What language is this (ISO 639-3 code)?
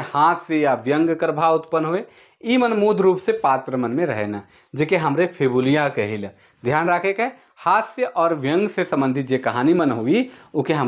sck